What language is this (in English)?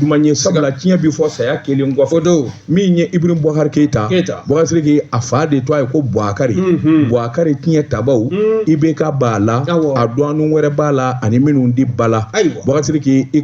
Bambara